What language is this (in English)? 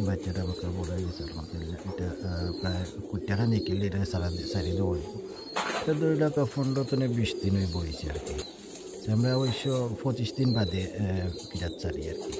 Sylheti